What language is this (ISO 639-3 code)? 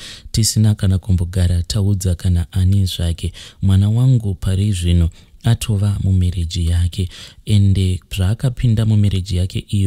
sna